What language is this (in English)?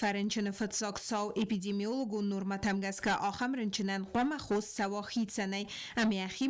Ossetic